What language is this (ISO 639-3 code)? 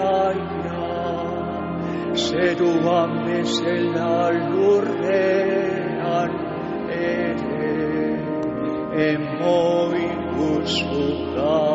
eus